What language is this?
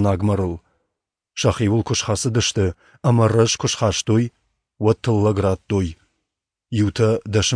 Ossetic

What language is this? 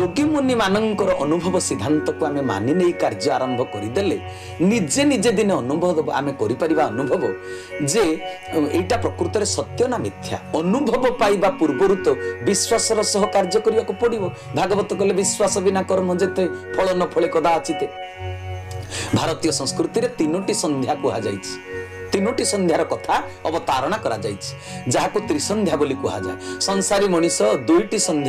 Odia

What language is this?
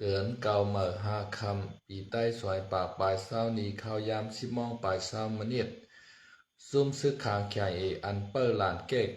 Shan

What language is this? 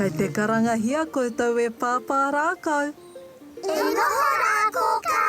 Māori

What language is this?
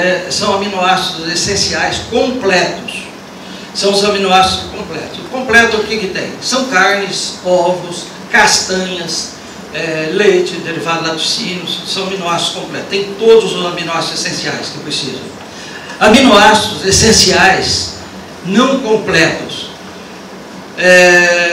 Portuguese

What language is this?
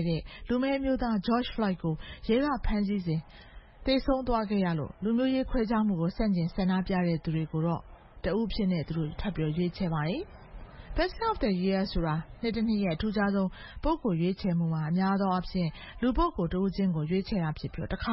Burmese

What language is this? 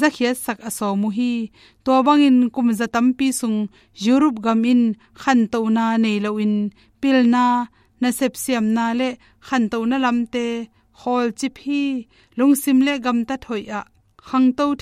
Tedim Chin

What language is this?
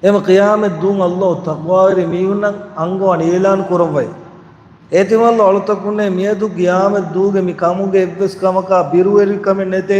Divehi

